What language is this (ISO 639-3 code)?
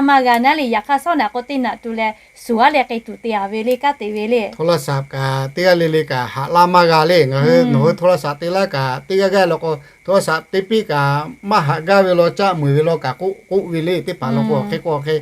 lhu